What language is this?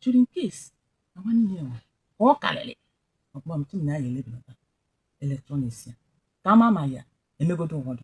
Igbo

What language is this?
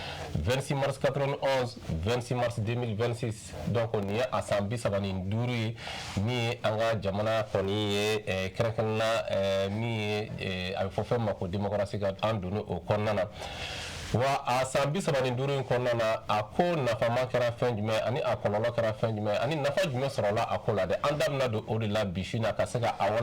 Bambara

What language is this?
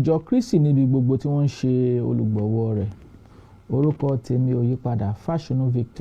Yoruba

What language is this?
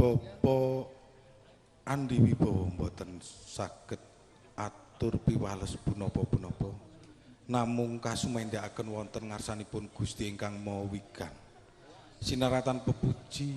Javanese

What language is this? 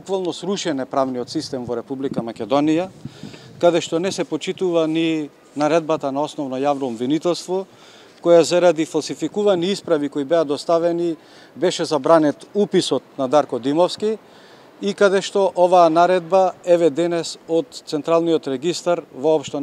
Macedonian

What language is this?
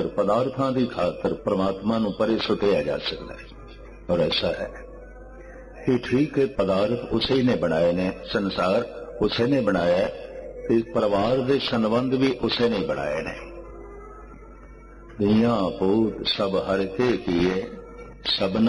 Punjabi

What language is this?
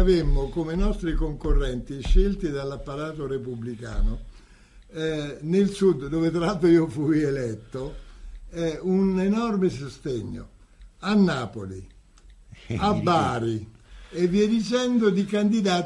Italian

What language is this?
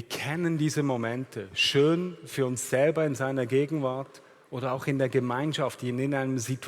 Swiss German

